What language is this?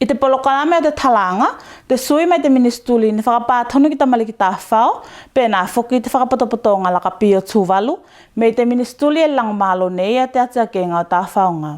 Tuvalu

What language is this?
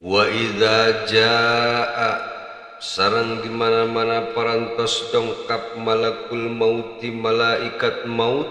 Sundanese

